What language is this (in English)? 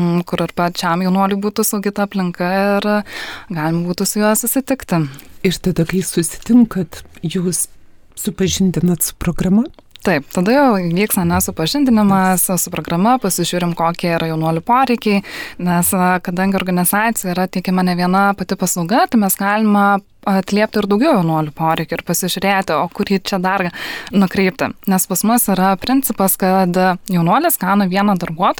Lithuanian